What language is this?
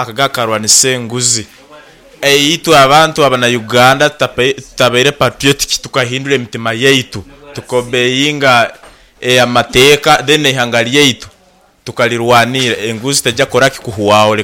Nyoro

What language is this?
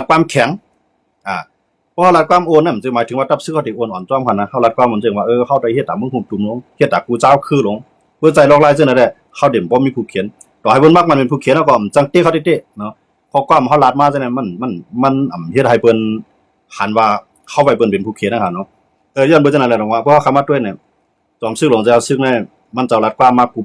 Shan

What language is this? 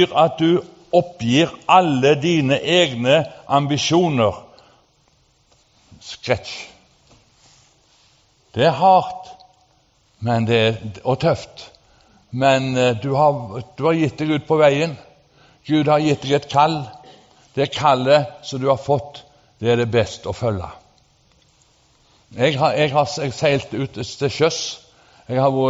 Norwegian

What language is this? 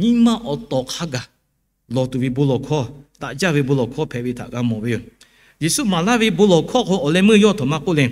Lahu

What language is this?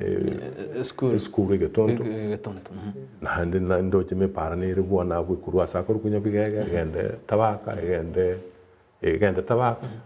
Gusii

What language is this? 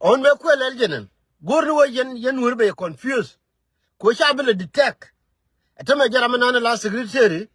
Nuer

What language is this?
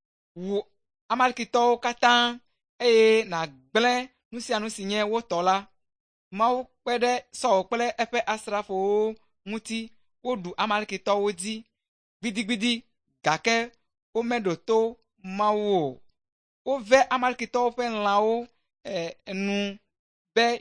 Ewe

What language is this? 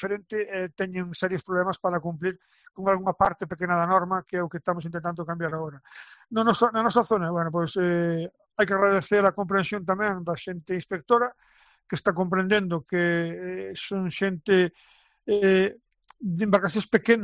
Galician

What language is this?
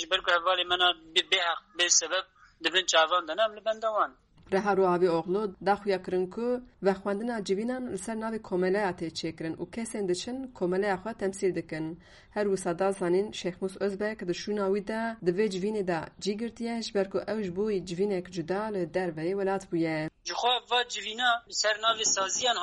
Kurdish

